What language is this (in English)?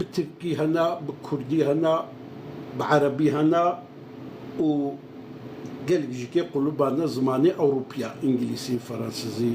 Kurdish